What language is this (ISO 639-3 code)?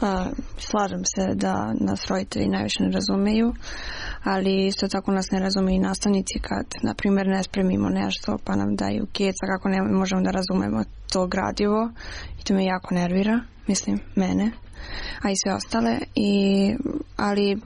srp